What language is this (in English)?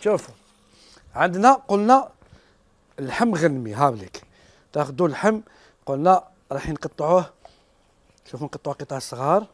Algerian Arabic